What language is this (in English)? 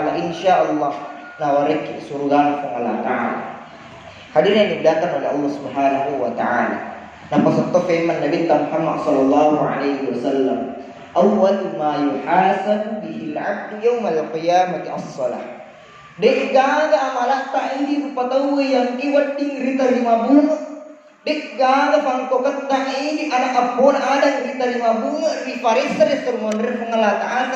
Buginese